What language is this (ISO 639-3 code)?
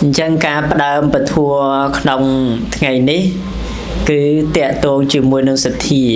khm